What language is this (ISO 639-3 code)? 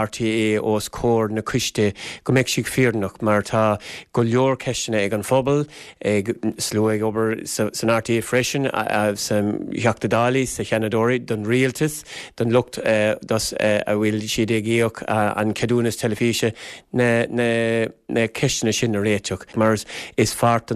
gle